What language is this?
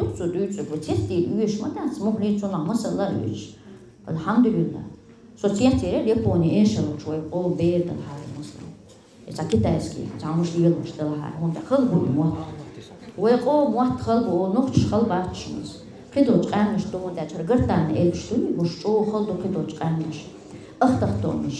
Chechen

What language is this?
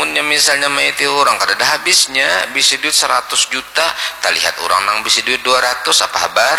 Banjar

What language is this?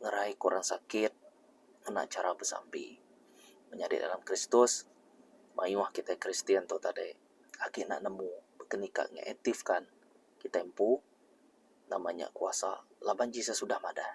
Iban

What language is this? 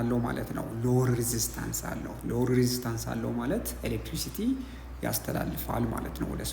Amharic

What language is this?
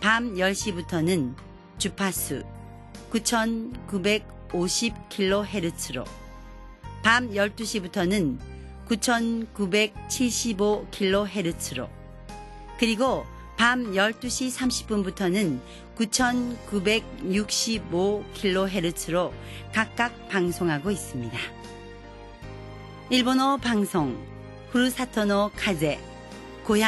Korean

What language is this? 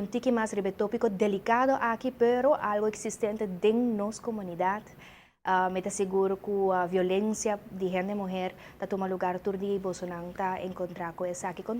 Papiamento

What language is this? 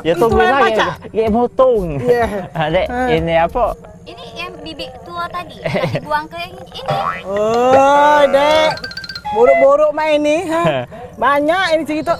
Musi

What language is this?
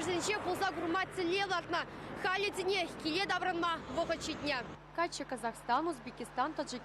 Chuvash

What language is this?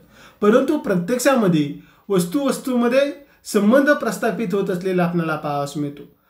Marathi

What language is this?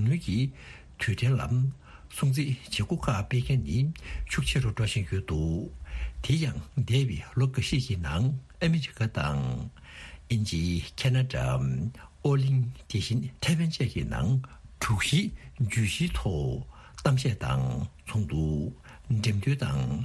Tibetan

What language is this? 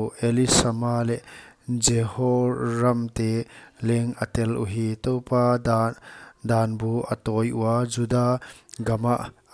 Paite Chin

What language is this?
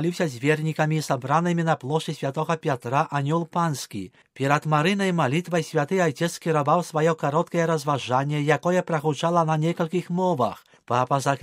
Belarusian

